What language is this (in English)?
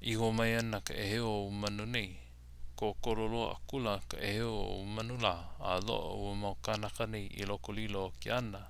Hawaiian